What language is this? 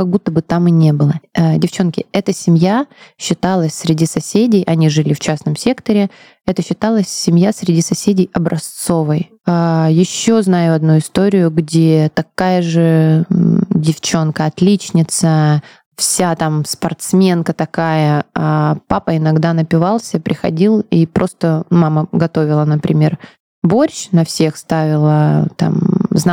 Russian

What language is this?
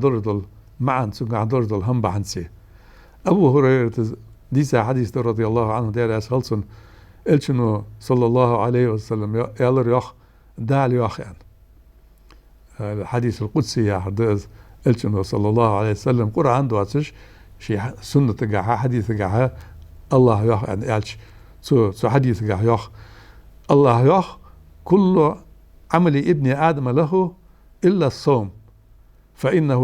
Ingush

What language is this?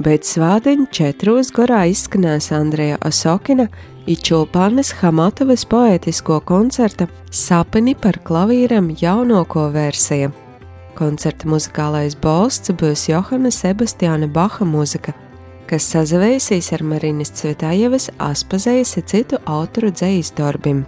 Latvian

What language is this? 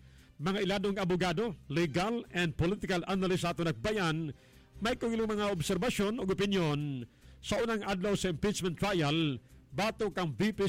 Cebuano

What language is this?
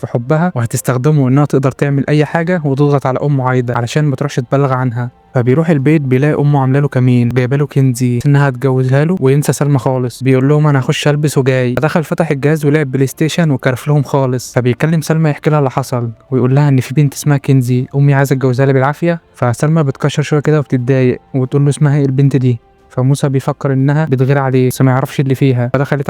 Egyptian Arabic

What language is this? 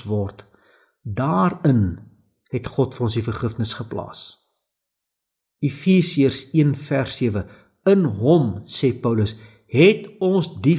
Afrikaans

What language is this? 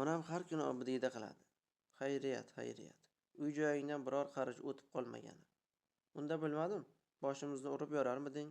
Uzbek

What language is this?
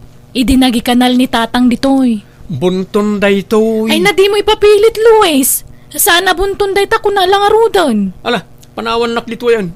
Iloko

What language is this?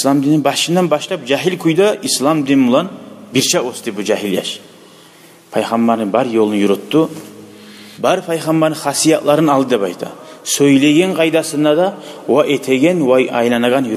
Kumyk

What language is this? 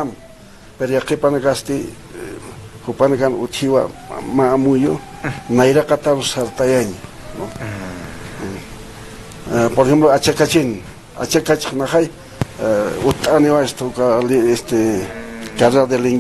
Aymara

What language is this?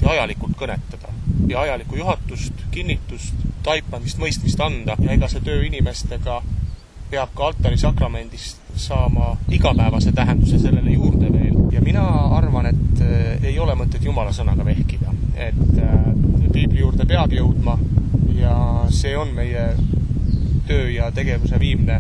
Estonian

